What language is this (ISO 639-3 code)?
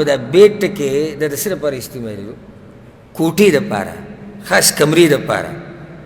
pus